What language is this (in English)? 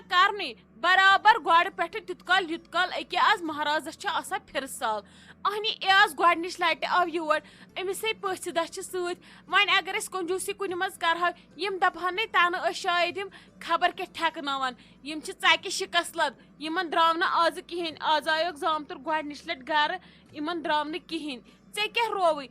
Kashmiri